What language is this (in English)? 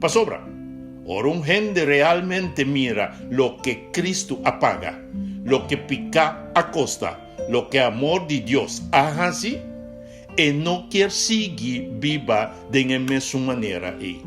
Papiamento